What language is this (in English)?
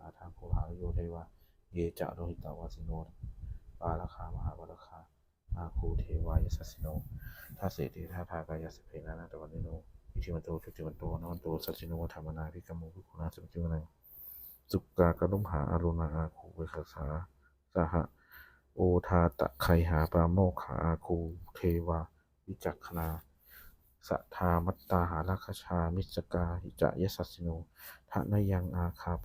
Pali